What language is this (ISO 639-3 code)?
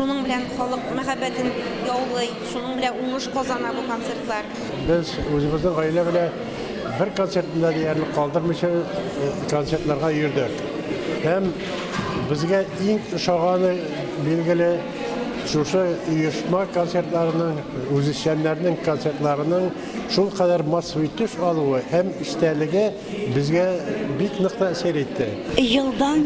tat